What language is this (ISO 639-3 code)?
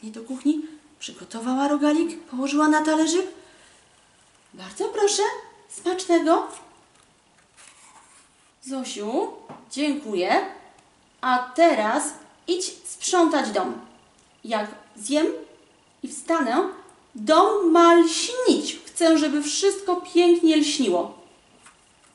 pol